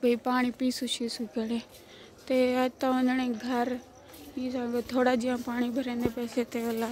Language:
Saraiki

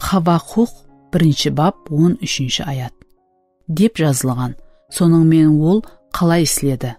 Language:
Kara-Kalpak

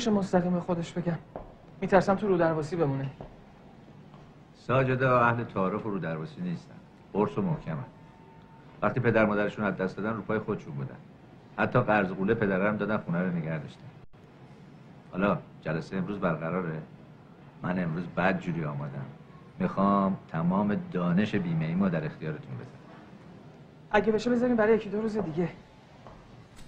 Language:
Persian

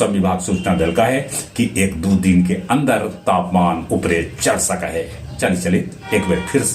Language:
Magahi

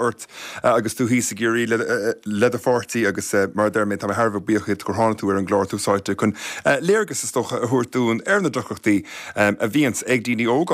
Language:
Irish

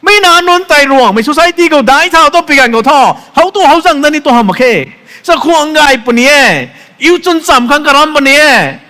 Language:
Rongmei Naga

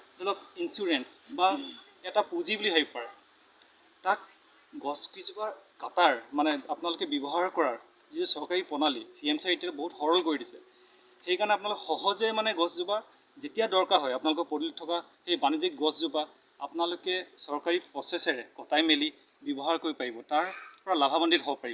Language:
Assamese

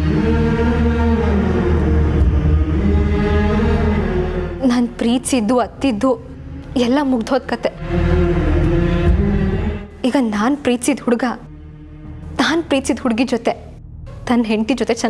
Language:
Kannada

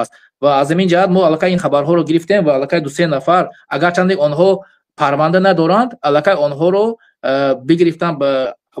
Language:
Tajik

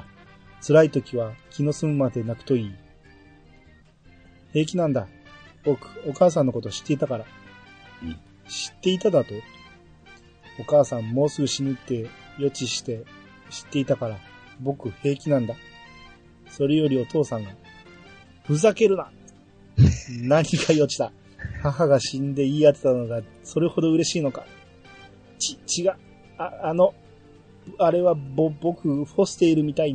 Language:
Japanese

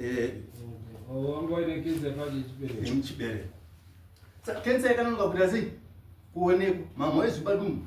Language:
Shona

